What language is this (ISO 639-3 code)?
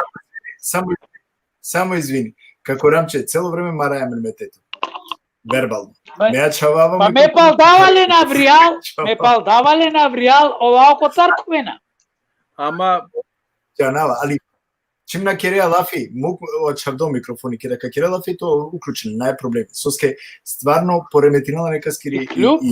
rmn